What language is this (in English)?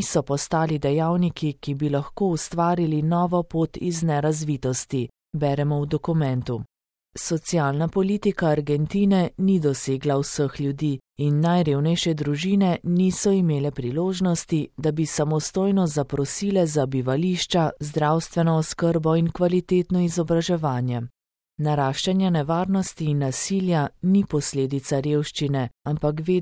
Slovenian